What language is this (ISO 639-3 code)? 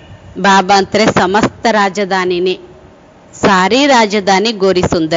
kan